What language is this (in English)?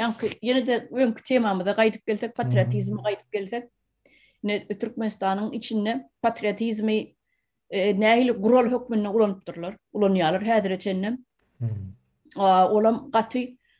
Turkmen